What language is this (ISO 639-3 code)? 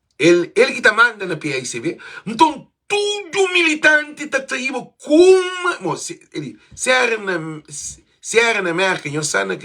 kea